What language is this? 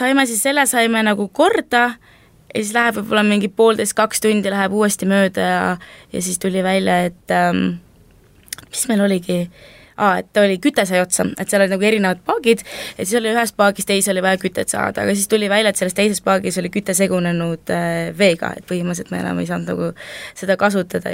Estonian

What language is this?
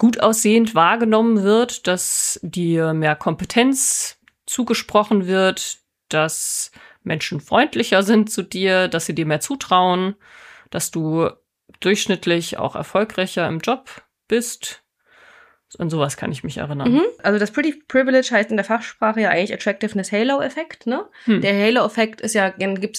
German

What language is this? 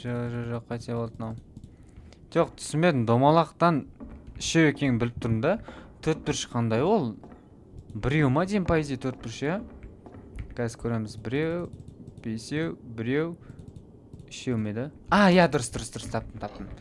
Kazakh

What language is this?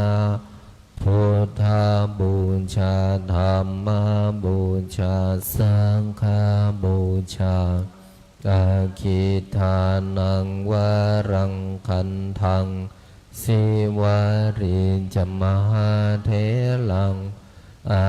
Pali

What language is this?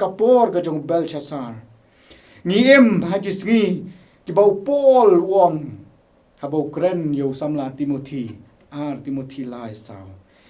Khasi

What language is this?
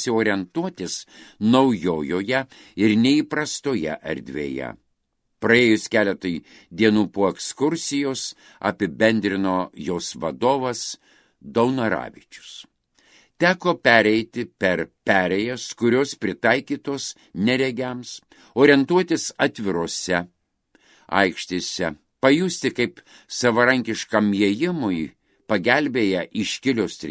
Lithuanian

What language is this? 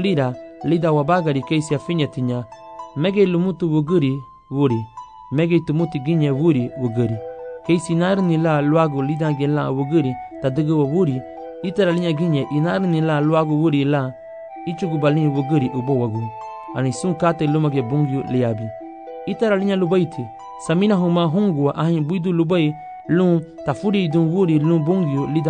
Garifuna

